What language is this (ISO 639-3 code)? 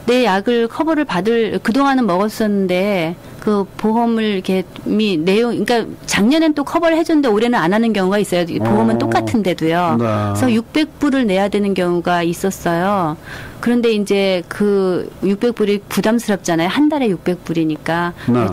kor